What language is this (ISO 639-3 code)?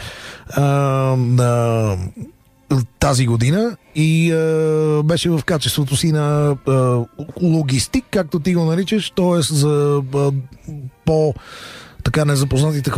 bul